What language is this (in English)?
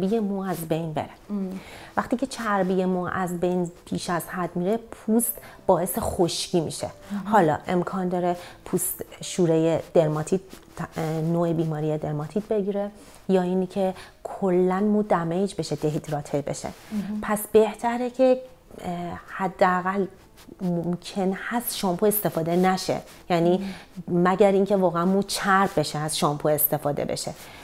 Persian